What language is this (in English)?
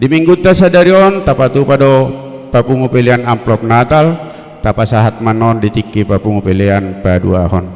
Batak Toba